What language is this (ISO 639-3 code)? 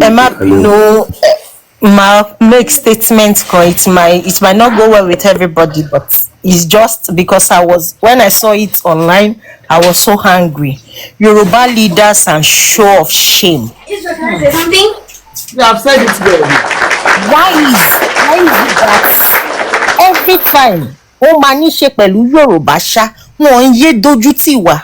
yor